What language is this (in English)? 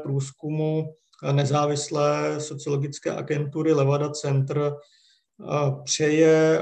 Czech